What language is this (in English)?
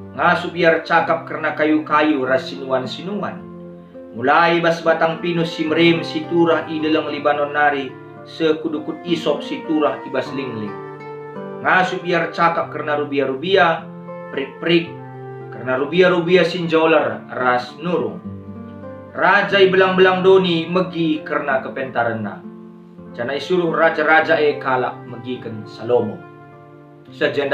Batak Karo